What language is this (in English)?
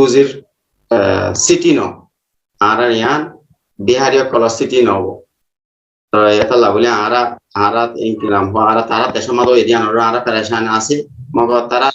Rohingya